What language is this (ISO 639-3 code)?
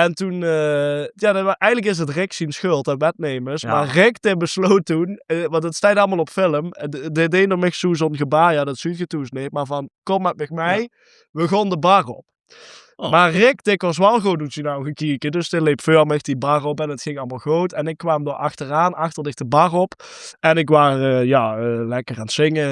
lim